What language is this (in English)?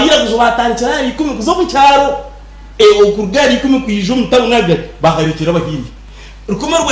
Nyankole